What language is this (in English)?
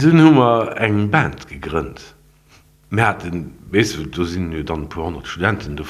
Luxembourgish